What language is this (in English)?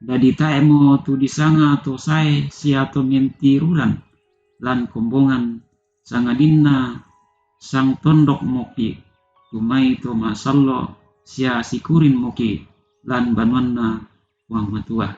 Toraja-Sa'dan